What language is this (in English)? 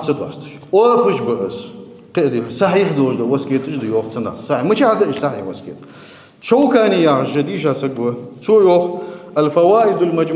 Ingush